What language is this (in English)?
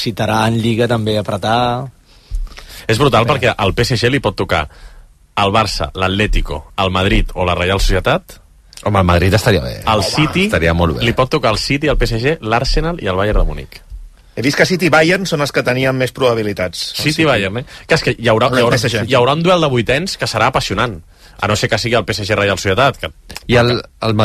Catalan